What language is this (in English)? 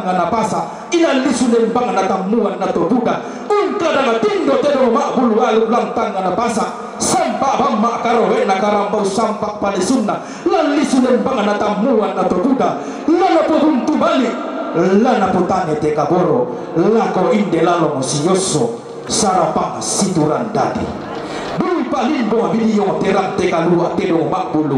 Toraja-Sa'dan